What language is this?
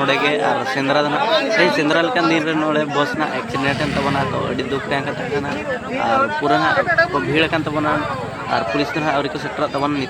Santali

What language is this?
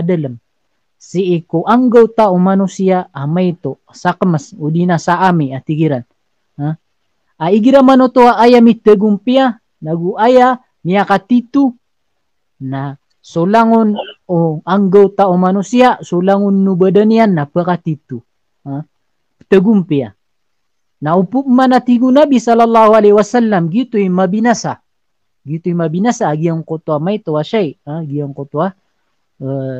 Maranao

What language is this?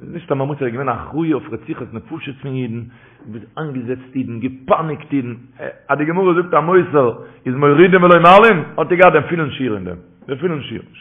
Yiddish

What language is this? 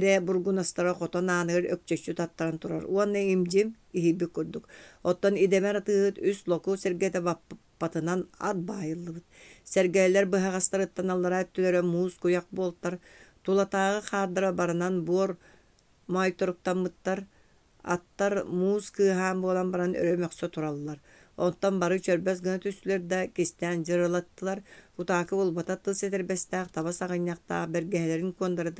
Yakut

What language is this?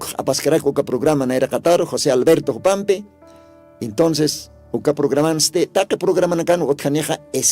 Aymara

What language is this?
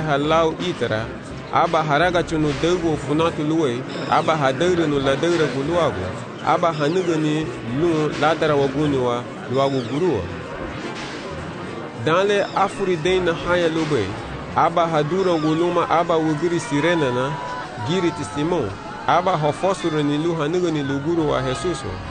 Garifuna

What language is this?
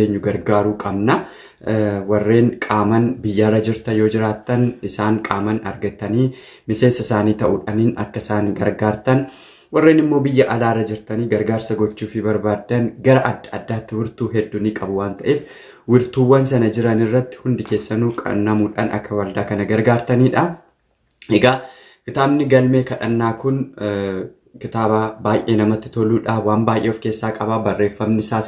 Oromo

